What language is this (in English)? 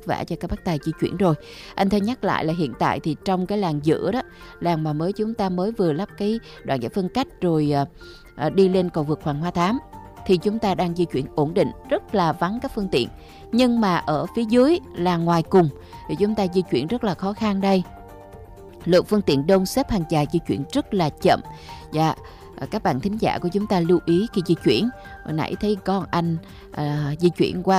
Vietnamese